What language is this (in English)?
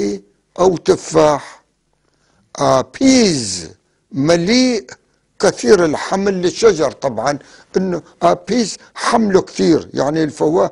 North Levantine Arabic